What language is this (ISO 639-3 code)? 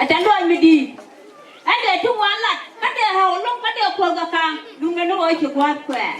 nus